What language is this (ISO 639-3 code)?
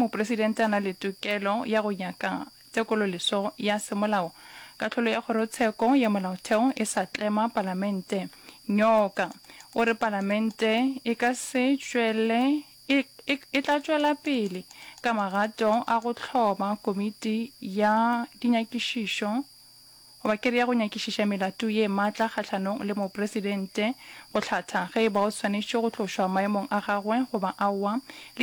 nso